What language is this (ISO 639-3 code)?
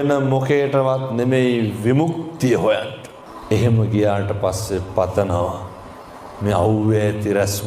sin